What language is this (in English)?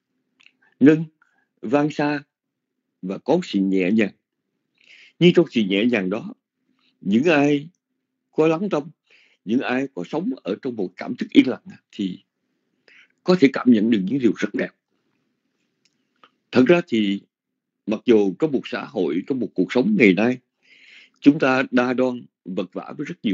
Vietnamese